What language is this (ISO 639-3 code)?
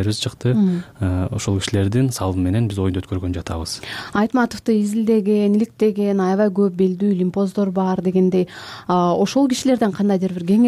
kir